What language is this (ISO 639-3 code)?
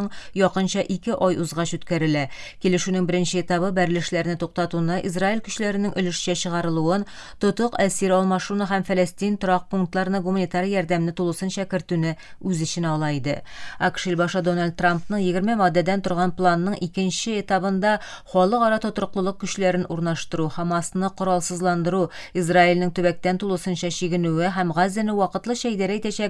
tat